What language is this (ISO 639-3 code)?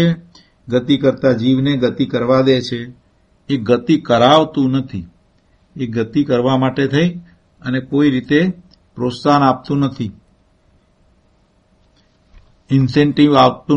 guj